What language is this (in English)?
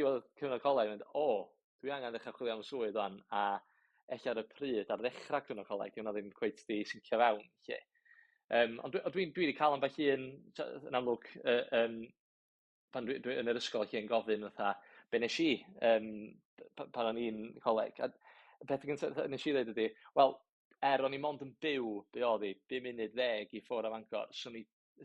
Welsh